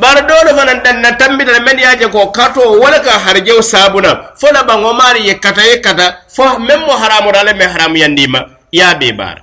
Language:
Mandingo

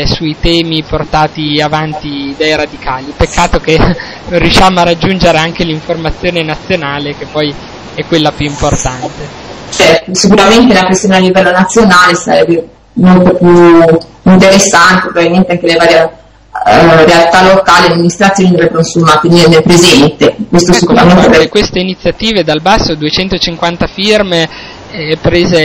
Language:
Italian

